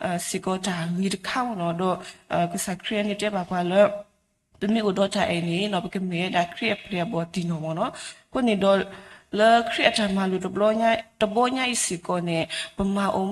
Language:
S'gaw Karen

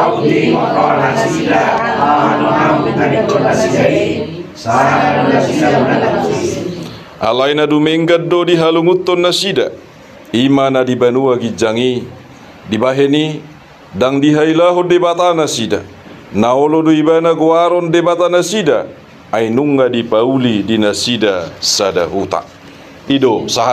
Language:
Batak Toba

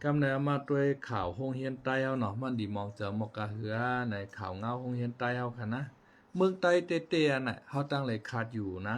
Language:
Shan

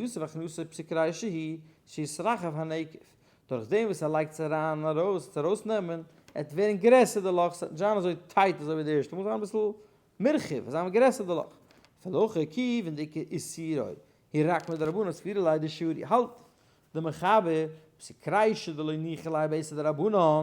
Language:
Yiddish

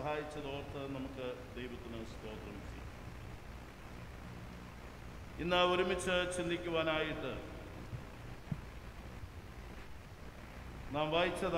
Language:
Malayalam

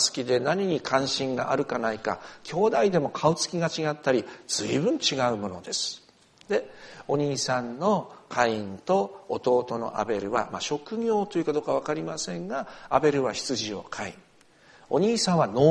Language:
Japanese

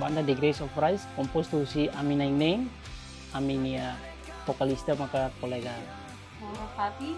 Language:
Tetum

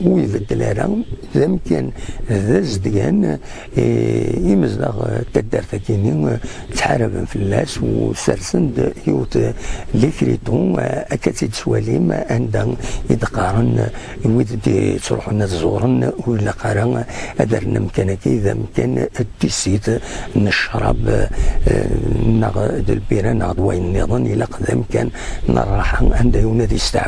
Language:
Kabyle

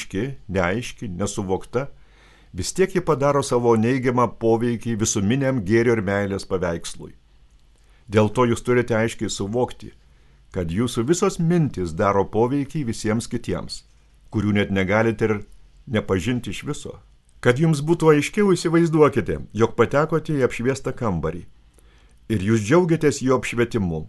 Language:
Lithuanian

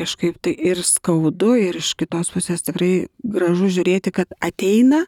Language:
Lithuanian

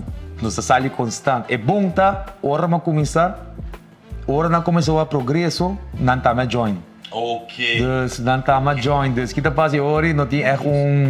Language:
Papiamento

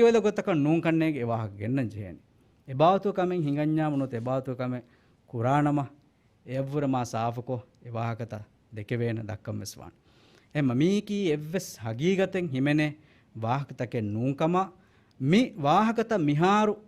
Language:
Divehi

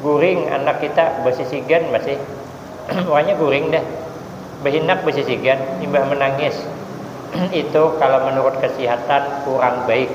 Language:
Banjar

